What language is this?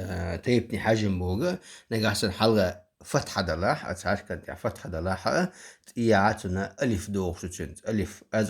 Chechen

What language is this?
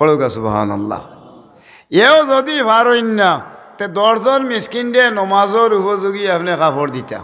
Sylheti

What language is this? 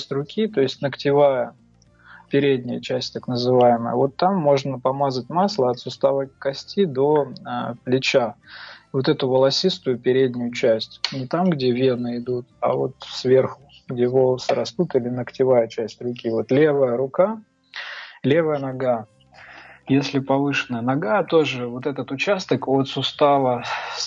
Russian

